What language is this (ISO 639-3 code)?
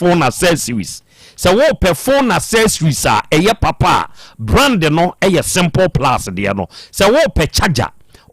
aka